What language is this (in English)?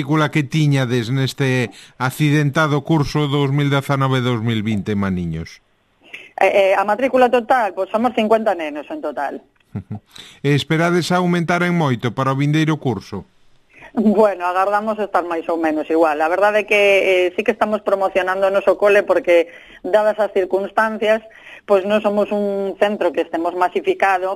Galician